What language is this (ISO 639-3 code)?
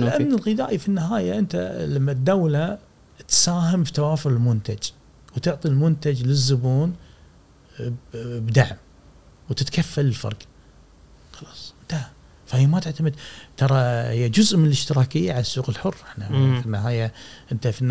afb